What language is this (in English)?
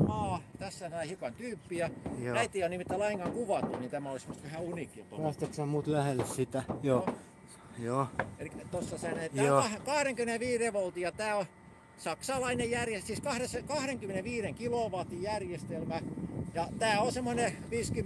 Finnish